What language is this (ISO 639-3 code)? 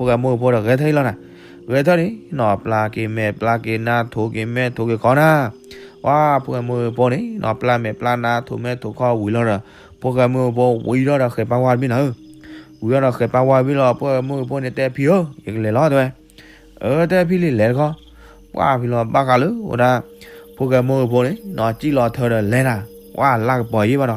ksw